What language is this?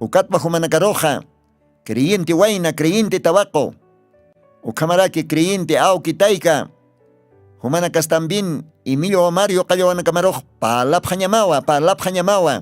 Aymara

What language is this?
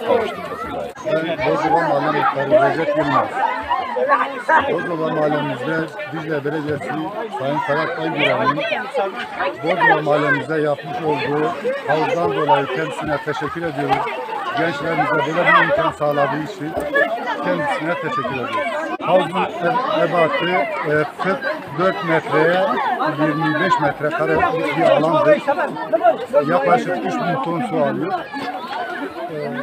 Turkish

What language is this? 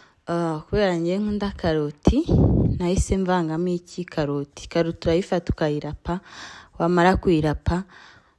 Kinyarwanda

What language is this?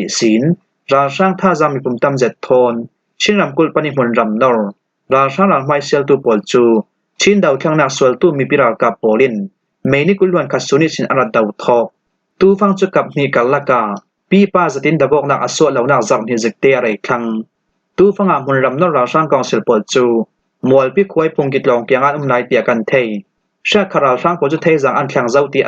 Falam Chin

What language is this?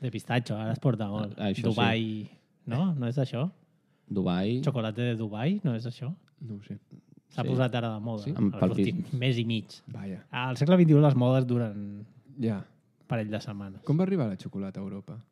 Catalan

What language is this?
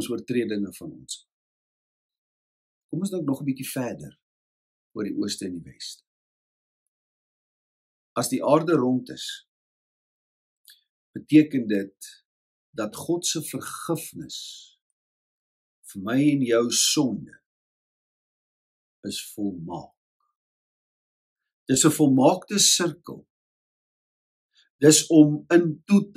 Afrikaans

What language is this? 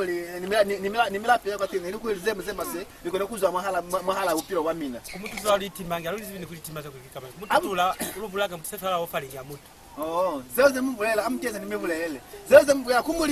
Lozi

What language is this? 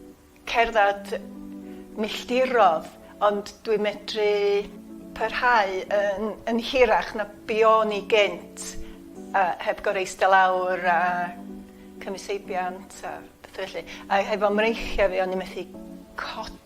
Welsh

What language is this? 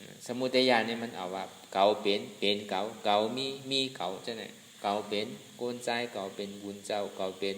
Shan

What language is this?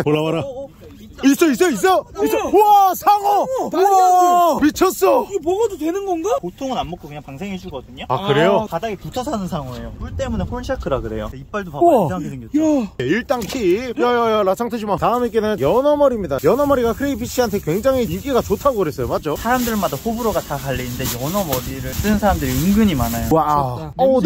Korean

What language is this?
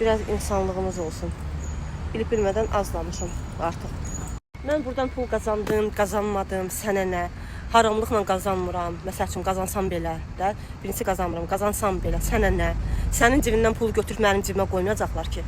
Azerbaijani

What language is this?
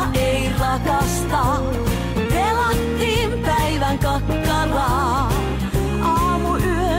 Finnish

